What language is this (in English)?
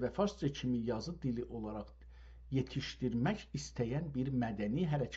South Azerbaijani